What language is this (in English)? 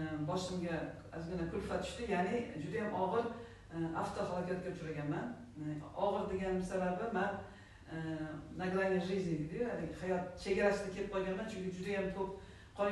Uzbek